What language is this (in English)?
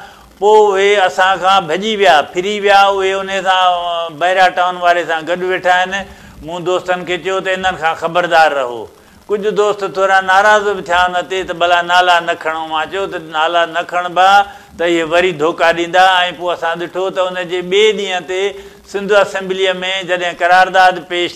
Sindhi